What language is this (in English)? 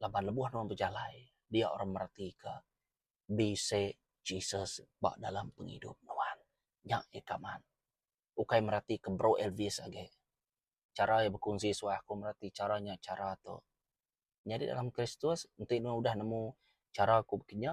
Iban